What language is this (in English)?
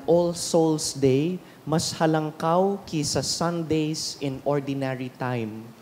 Bikol